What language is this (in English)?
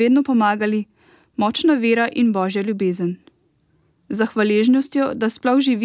Slovenian